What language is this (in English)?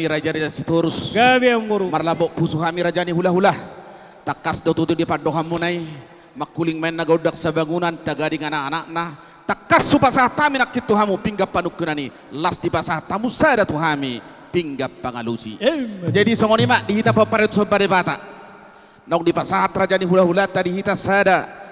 Batak Toba